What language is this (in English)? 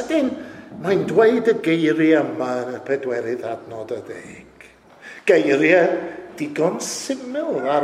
Welsh